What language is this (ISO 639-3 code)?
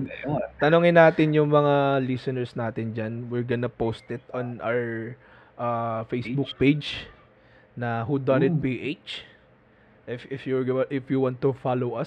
fil